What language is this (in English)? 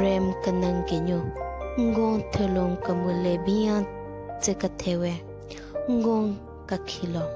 Southern Rengma Naga